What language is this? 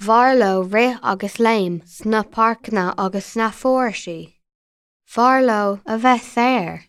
Irish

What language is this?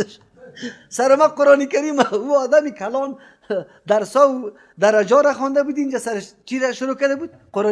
Persian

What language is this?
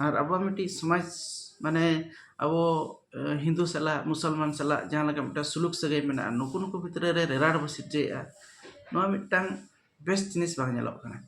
Santali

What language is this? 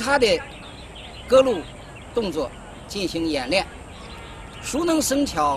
Chinese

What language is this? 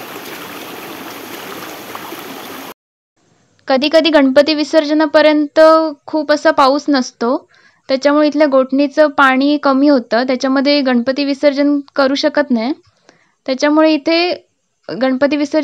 Marathi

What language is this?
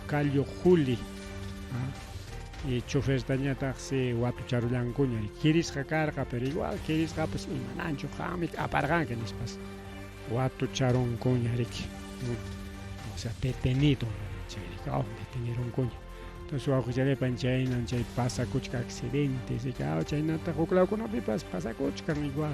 Ayacucho Quechua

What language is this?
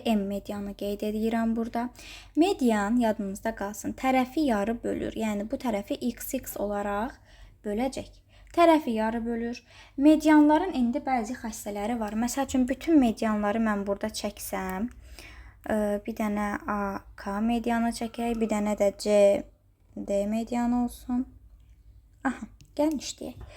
Azerbaijani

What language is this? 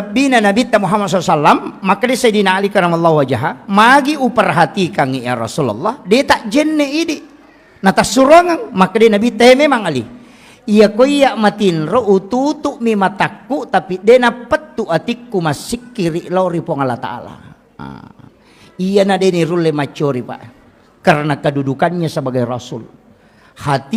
Buginese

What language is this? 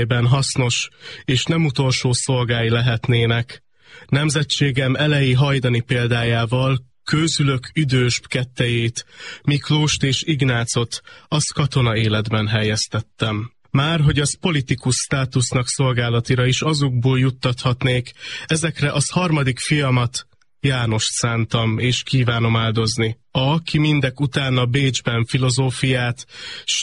Hungarian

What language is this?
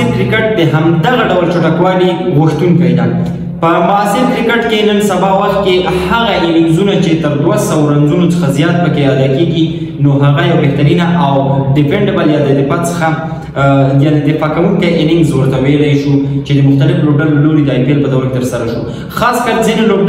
Pashto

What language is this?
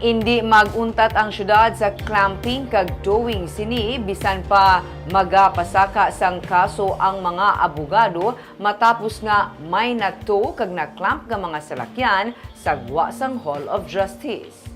Hiligaynon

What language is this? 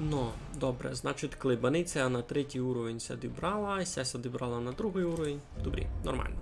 Rusyn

